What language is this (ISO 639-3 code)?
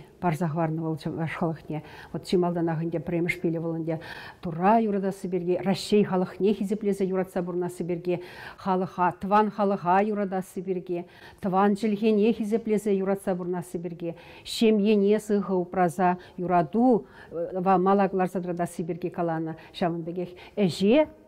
chv